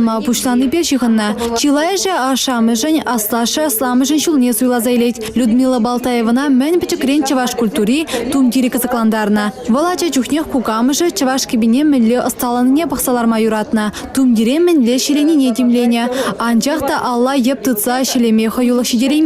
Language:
Chuvash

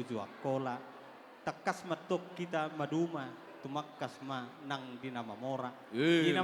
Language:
Batak Toba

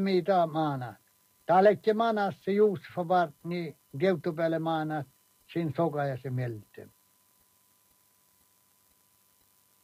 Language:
Norwegian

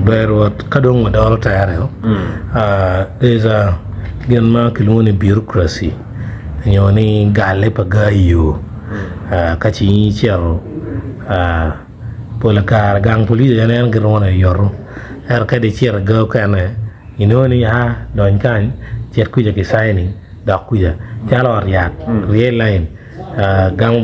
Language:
Acoli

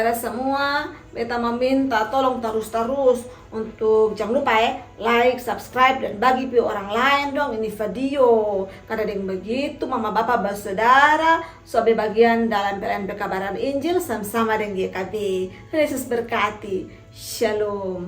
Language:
Kupang Malay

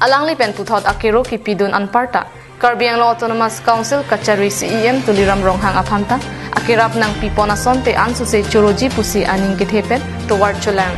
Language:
Karbi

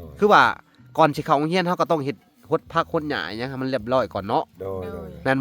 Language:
Lao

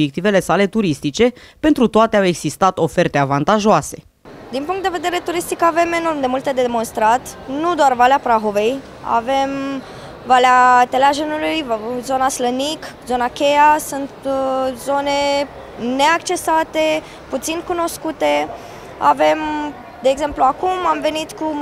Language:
Romanian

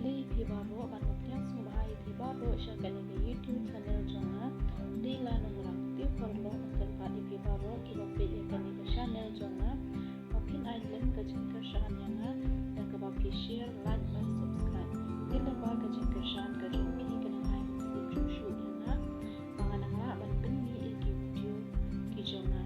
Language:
Khasi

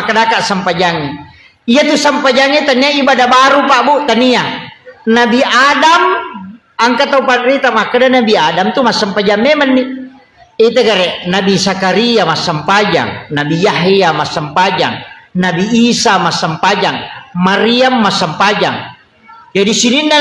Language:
Buginese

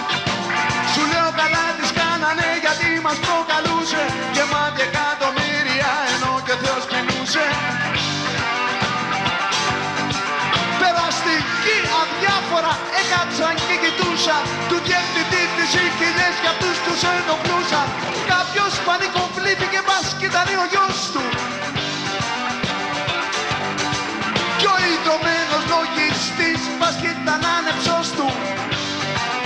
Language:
Greek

